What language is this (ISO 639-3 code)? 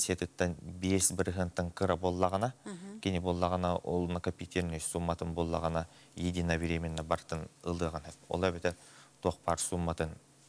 sah